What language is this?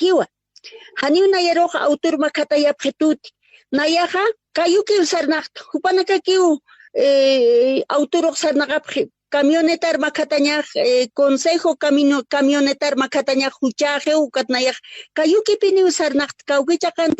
Aymara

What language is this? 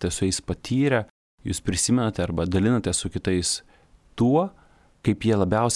Lithuanian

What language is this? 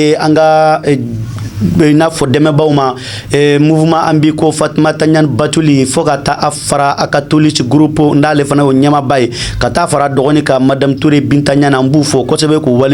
Bambara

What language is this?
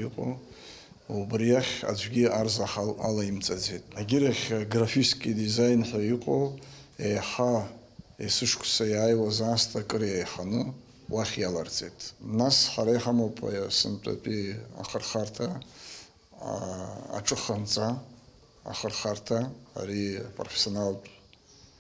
Abkhazian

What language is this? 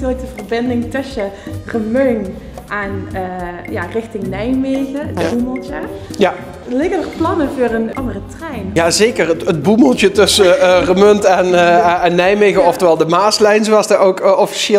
Limburgish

